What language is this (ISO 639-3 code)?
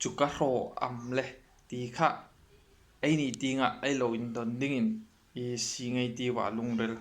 hmr